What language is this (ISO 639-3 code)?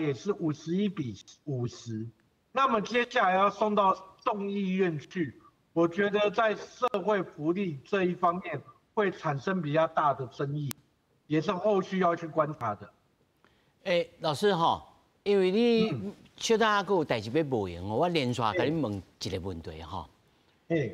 nan